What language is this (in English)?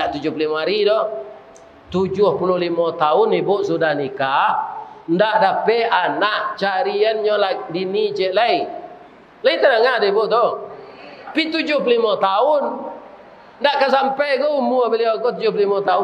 Minangkabau